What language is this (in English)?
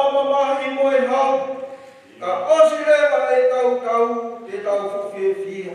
Tongan